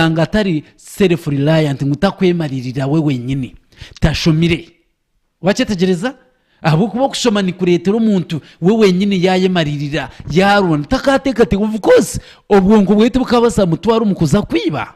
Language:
Nyankole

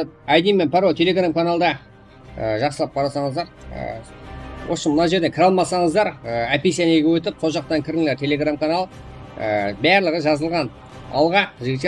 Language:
Kara-Kalpak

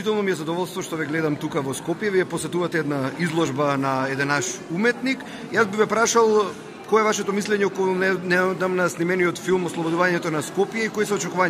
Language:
Macedonian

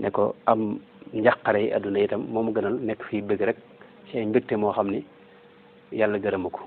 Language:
Wolof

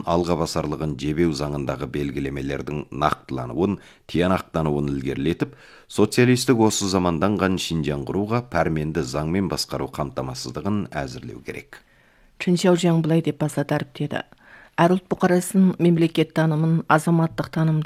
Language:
Kazakh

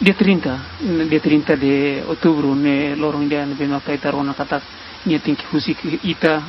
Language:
Tetum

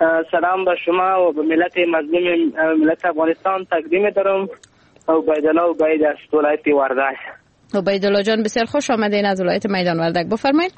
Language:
Persian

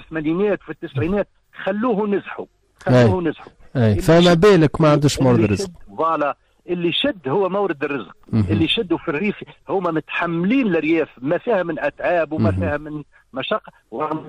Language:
Tunisian Arabic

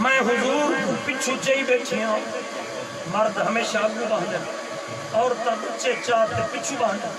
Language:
Saraiki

